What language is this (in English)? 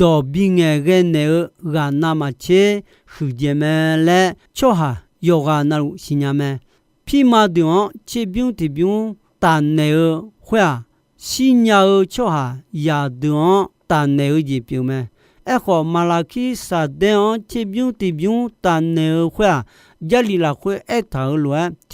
Akha